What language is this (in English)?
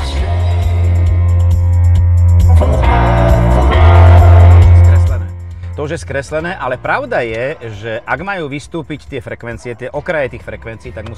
Slovak